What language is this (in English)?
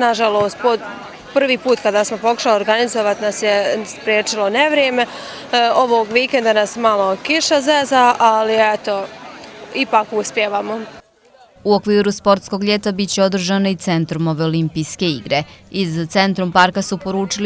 Bosnian